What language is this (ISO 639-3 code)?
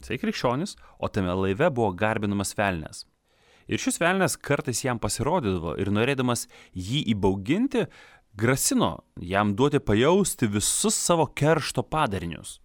lit